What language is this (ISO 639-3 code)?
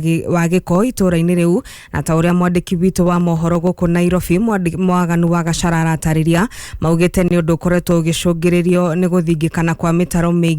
kik